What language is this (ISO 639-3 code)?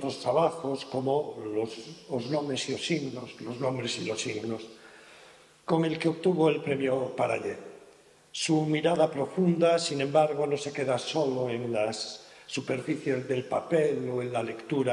glg